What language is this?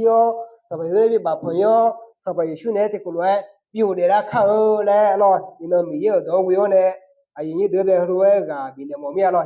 Akha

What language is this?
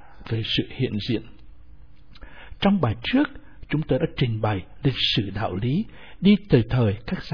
Vietnamese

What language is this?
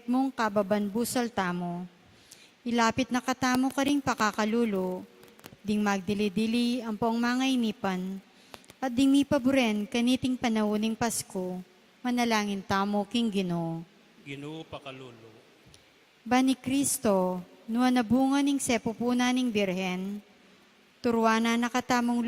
Pampanga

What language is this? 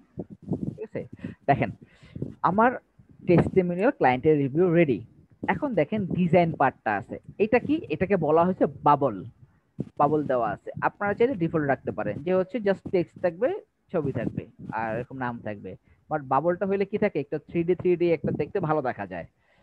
Bangla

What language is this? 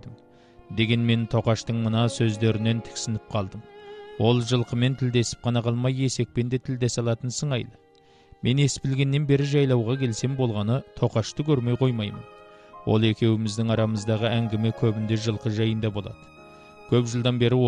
Kazakh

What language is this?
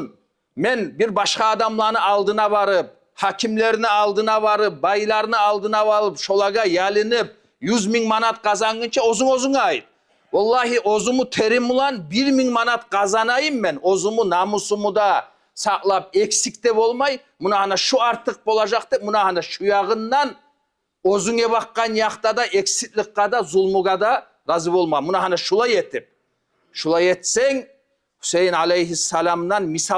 Kumyk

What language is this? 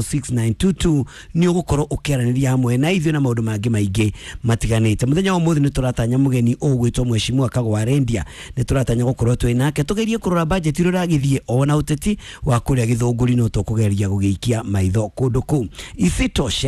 Kikuyu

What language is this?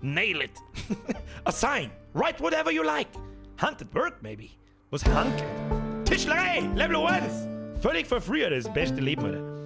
Bavarian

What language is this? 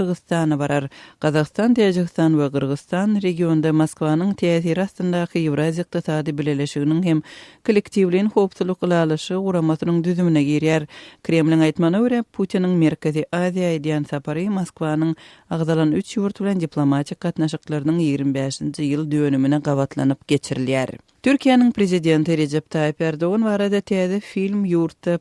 Turkmen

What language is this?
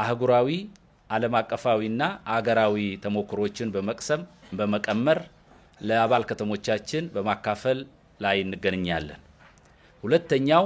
Amharic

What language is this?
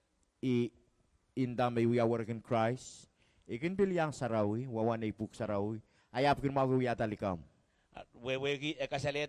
Pohnpeian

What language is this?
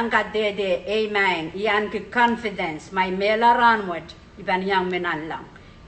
Pohnpeian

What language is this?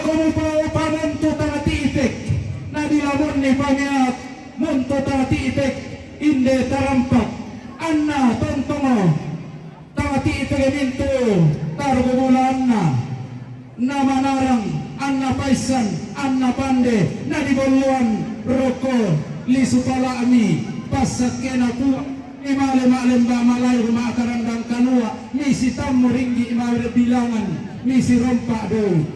Toraja-Sa'dan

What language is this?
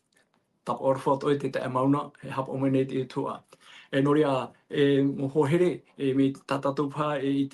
Tahitian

